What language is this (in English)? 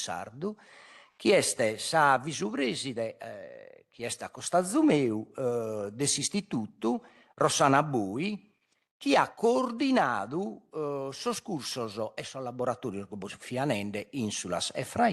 Sardinian